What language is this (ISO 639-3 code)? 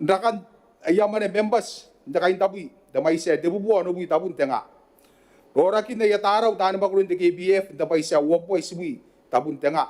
gil